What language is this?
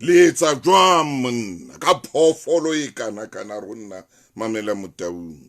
Southern Sotho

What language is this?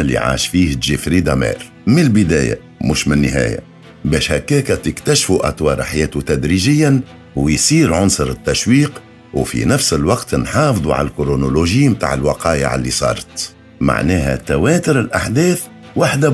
Tunisian Arabic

